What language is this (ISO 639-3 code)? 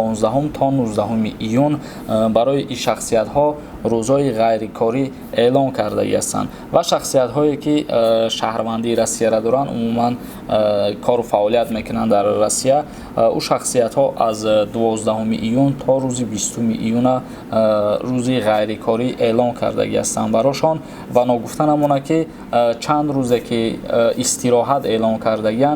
tgk